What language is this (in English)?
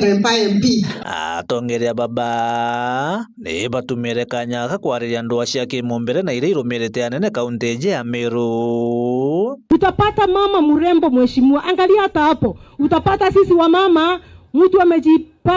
Meru